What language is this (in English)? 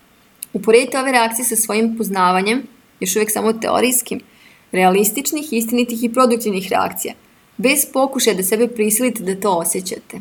Serbian